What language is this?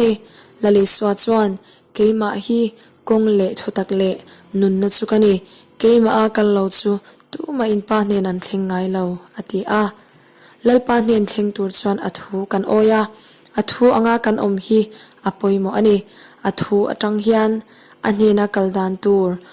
Mizo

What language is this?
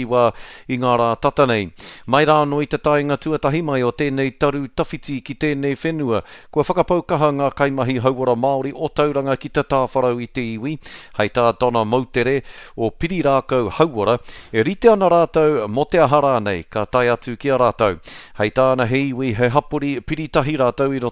Māori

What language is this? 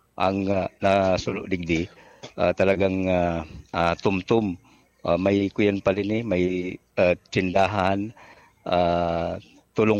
Bikol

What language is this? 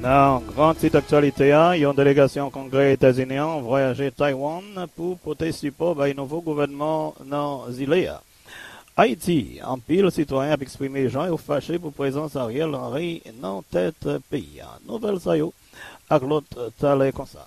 Haitian Creole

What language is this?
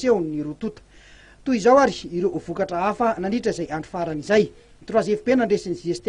Malagasy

